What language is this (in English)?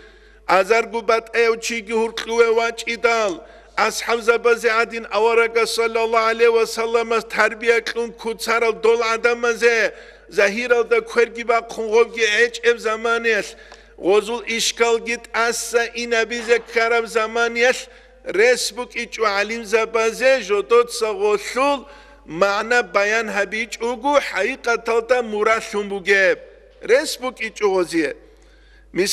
Avaric